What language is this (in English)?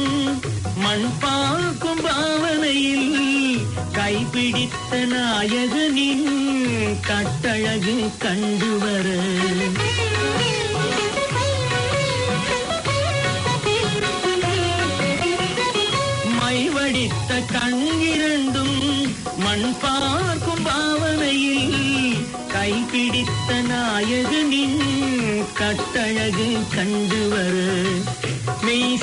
Tamil